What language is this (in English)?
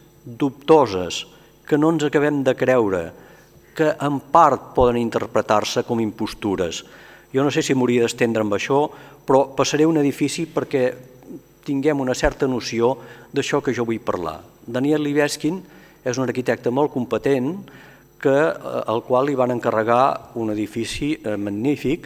Catalan